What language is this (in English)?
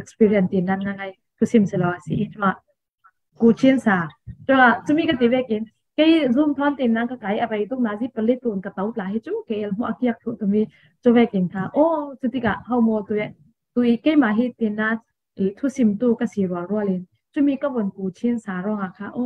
Falam Chin